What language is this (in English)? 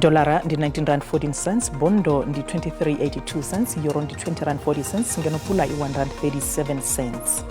Venda